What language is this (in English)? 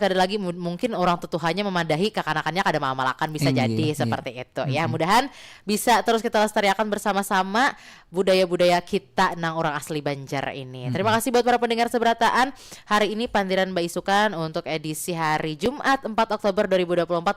Banjar